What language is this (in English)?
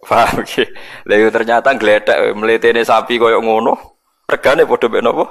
Javanese